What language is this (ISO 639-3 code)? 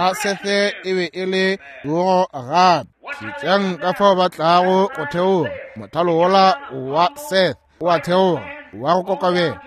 nso